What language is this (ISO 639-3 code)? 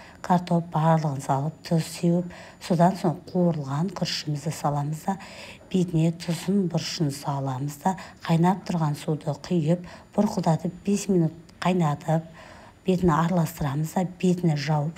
kaz